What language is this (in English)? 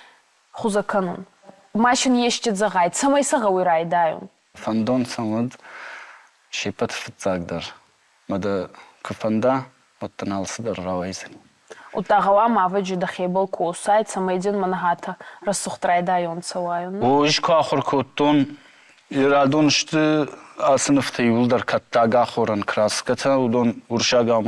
Ossetic